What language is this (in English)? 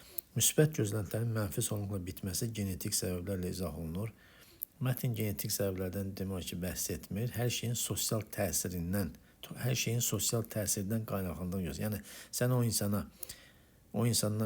Azerbaijani